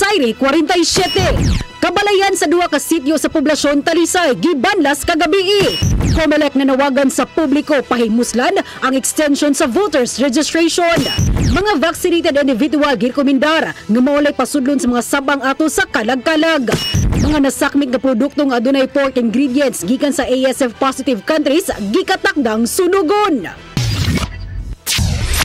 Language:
Cebuano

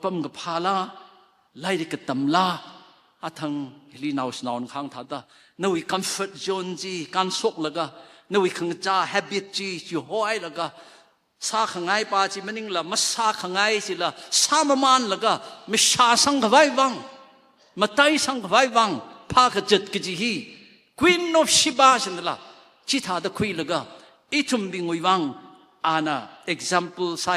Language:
Tangkhul Naga (India)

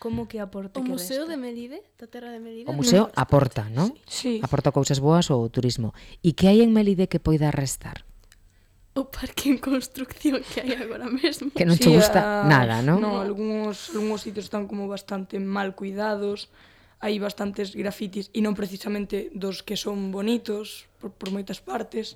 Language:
Galician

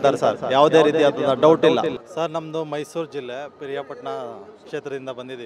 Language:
Kannada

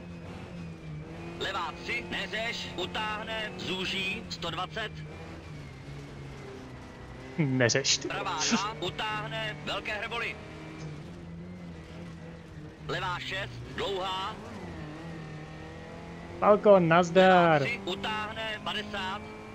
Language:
Czech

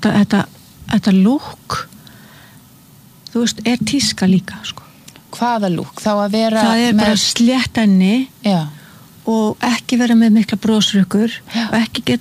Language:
Icelandic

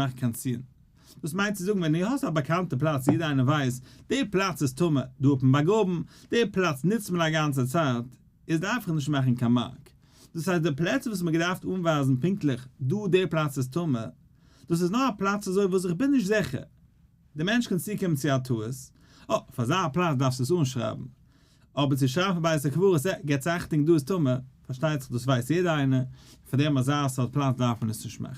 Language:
Yiddish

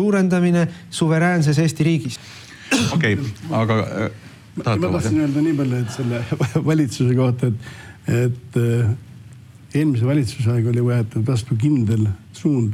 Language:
Estonian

